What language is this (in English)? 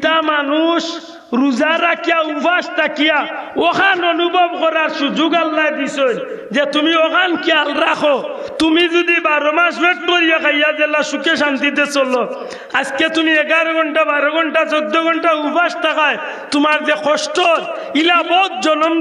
Sylheti